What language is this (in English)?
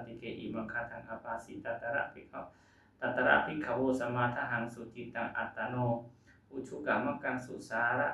Pali